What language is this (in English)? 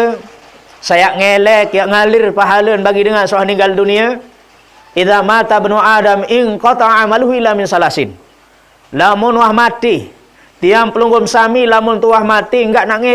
Sasak